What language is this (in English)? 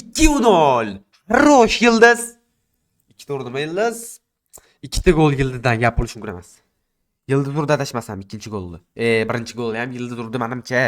Uzbek